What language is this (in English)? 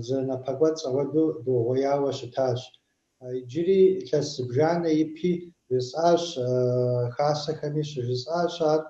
Kabardian